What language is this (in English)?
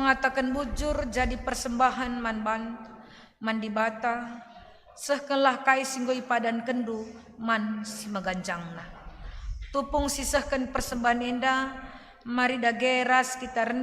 Batak Karo